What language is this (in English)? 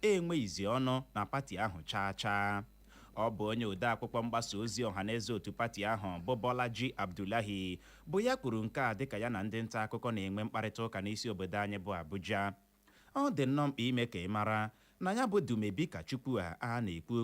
Igbo